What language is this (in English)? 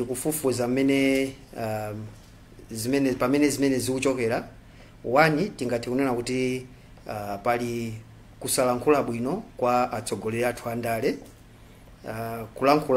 Nyanja